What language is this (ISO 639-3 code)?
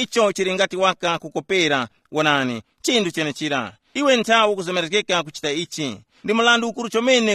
tum